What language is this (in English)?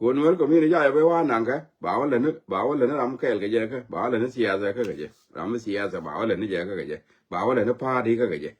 Nuer